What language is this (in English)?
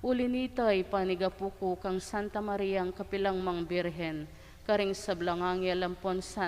Pampanga